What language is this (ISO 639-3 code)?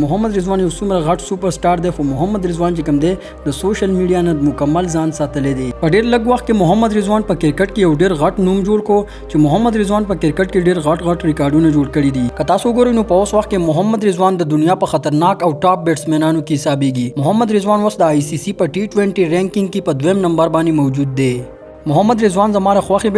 pus